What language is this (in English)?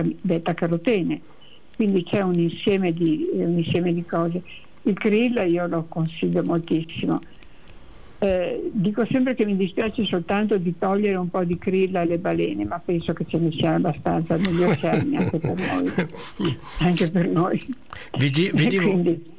Italian